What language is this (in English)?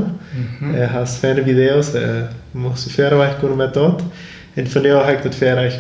Plautdietsch